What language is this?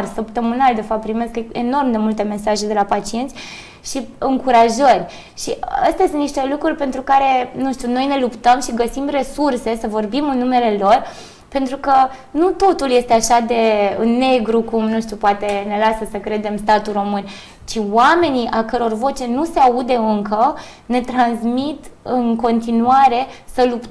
Romanian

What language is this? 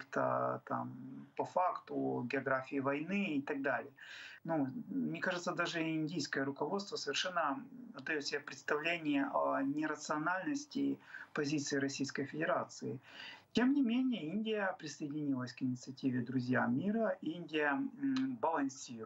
Russian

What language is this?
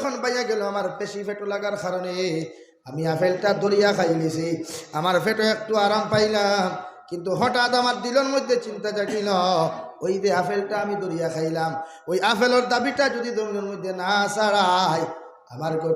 Sylheti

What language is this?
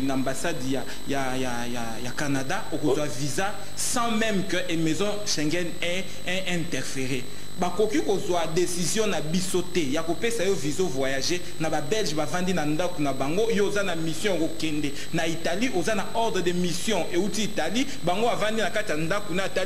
Lingala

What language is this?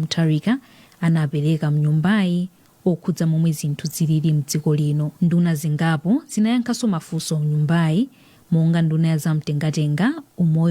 Nyanja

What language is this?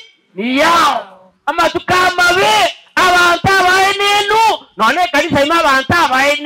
Gusii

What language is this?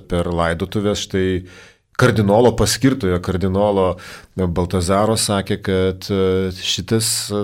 Lithuanian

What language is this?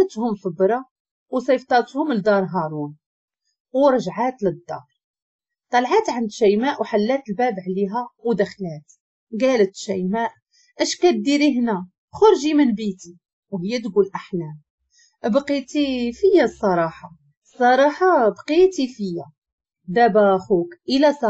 Moroccan Arabic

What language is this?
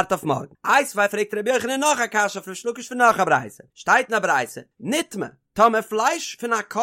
Yiddish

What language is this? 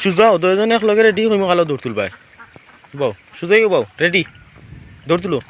Sylheti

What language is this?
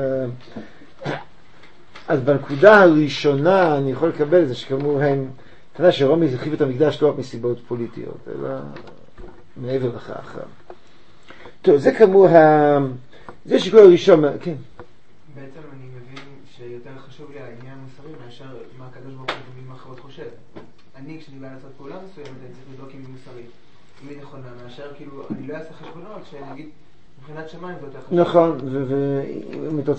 Hebrew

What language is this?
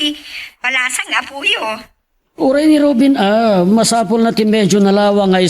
Iloko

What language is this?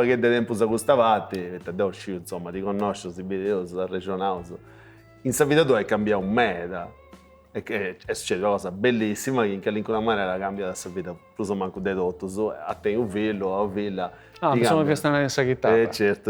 Sardinian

